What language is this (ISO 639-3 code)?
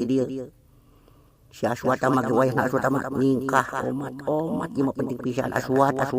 sun